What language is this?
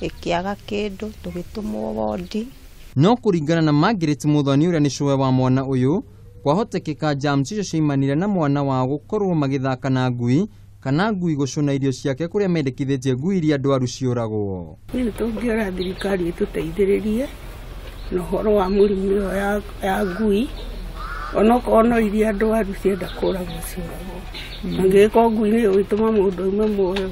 Kikuyu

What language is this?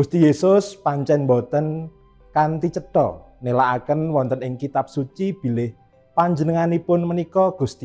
Javanese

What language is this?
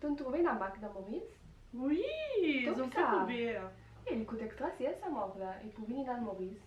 Morisyen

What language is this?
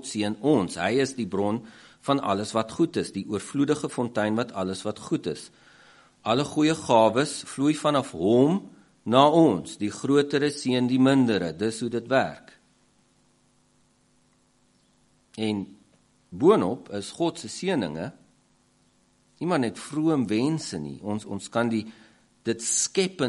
Afrikaans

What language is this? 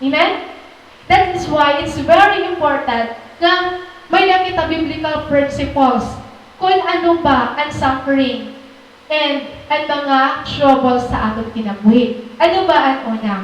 Waray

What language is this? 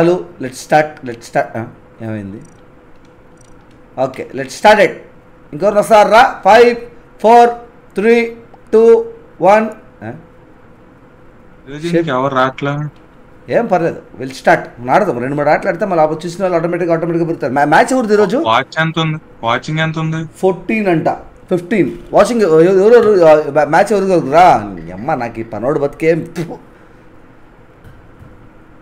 Telugu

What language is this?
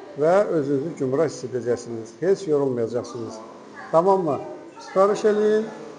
Azerbaijani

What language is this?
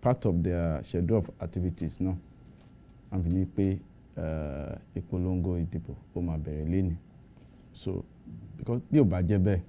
Yoruba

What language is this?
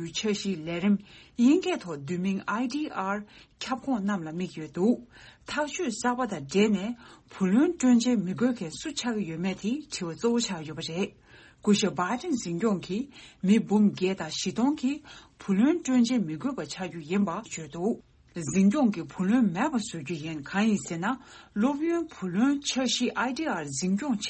Tibetan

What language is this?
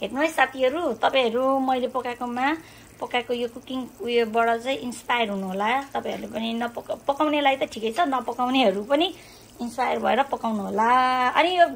Nepali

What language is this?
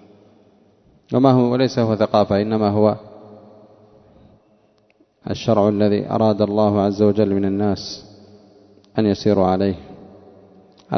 Arabic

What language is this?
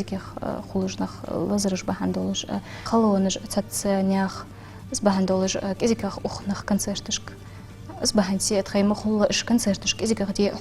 Ingush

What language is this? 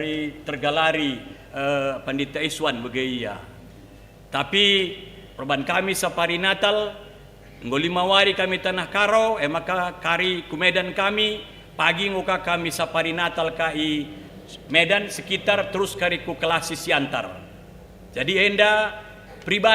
Batak Karo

